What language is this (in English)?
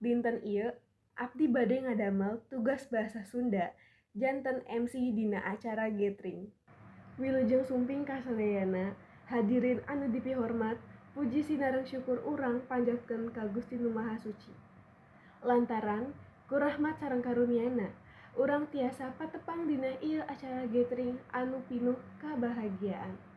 Sundanese